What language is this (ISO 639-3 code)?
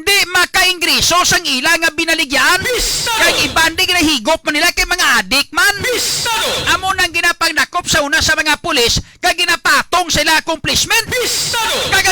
hil